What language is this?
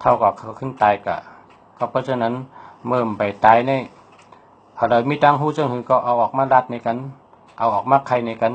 Shan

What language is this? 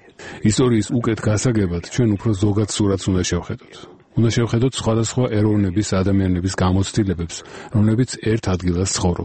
Georgian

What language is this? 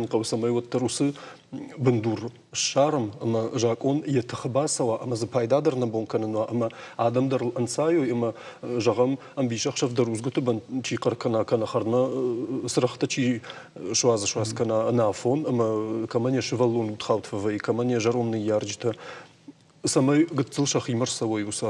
Ossetic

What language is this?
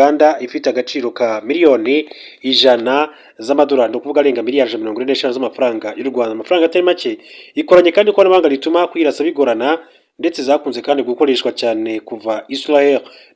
Kinyarwanda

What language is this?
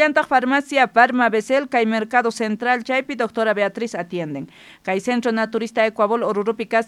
South Bolivian Quechua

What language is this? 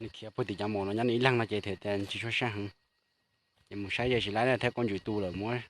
Hmong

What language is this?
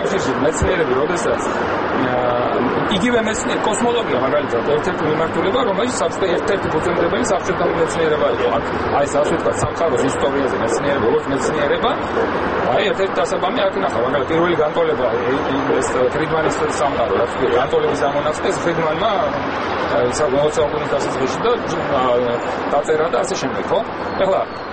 Georgian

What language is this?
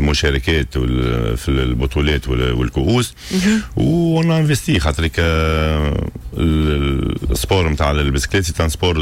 Tunisian Arabic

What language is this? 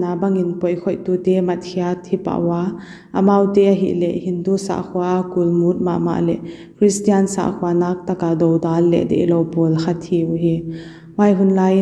Paite Chin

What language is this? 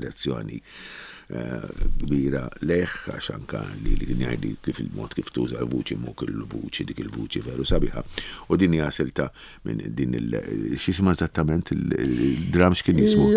Maltese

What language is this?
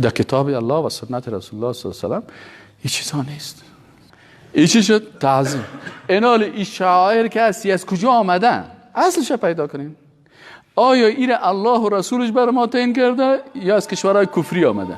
Persian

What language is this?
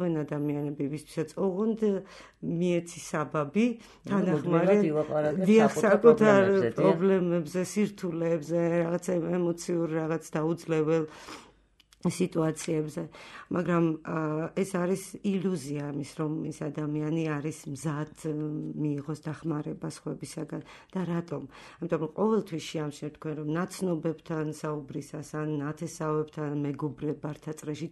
Georgian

